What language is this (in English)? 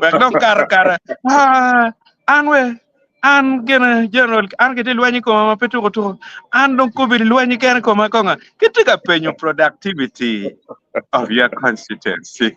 Acoli